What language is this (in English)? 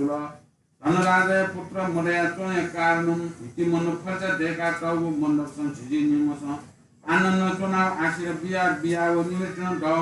Newari